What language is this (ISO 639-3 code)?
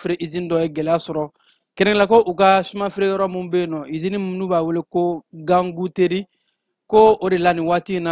bam